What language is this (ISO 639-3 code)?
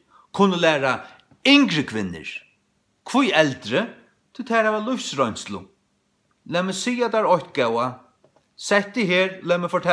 fao